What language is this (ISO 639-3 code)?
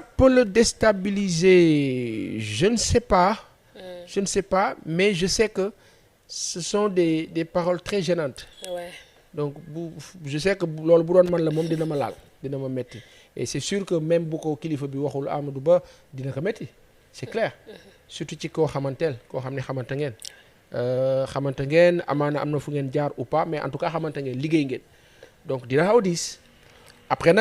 wol